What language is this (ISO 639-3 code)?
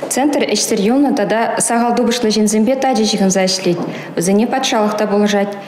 chv